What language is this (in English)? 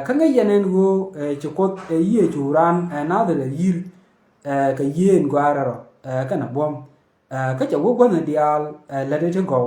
Nuer